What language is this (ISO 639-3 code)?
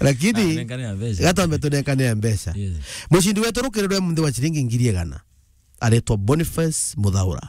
mer